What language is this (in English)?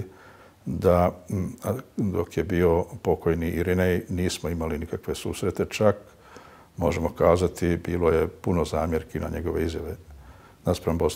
Bosnian